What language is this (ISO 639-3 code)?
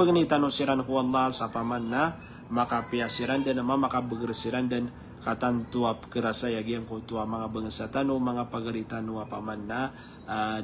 mrw